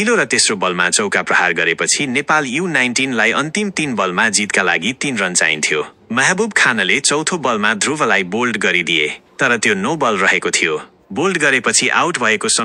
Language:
Nepali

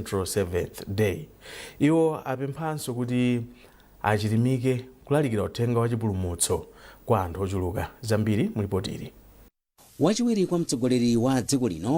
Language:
Nyanja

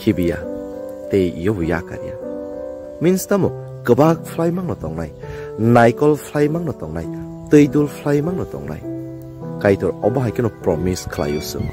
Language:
Kok Borok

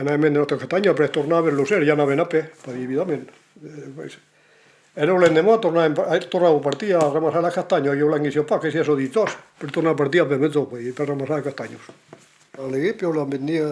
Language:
Occitan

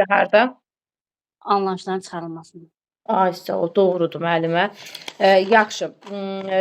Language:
Azerbaijani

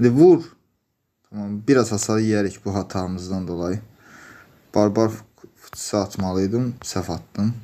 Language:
Azerbaijani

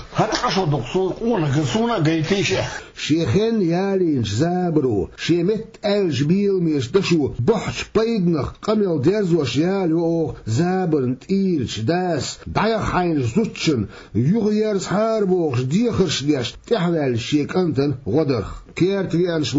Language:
Chechen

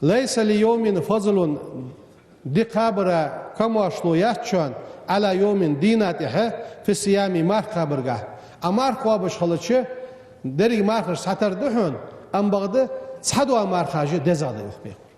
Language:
Ingush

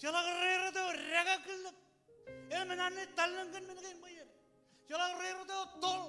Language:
Marshallese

